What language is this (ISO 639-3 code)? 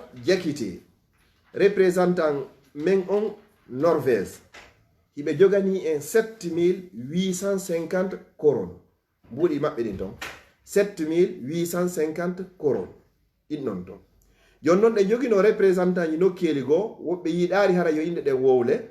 ful